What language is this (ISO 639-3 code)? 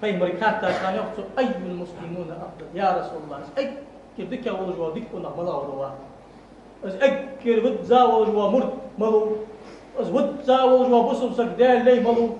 inh